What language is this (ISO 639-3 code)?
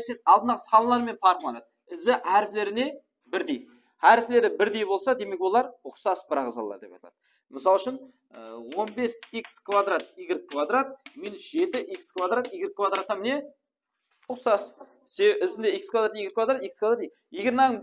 kaa